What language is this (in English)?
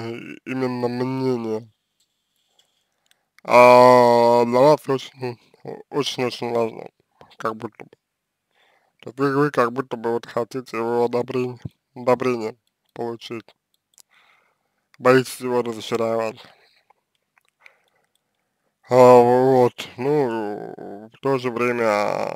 Russian